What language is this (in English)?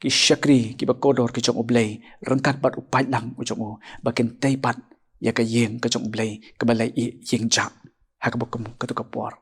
Khasi